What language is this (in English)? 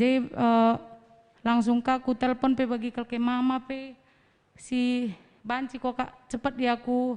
Batak Karo